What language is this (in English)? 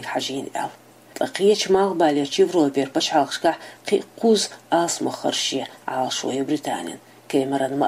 Chechen